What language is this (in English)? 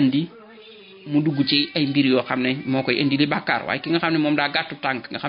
Wolof